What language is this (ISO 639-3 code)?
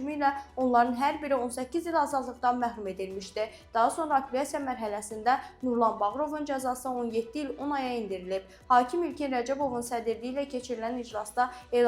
aze